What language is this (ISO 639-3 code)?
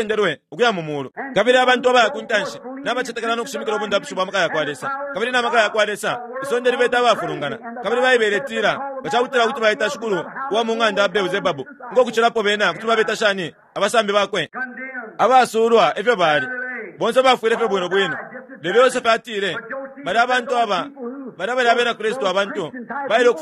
bem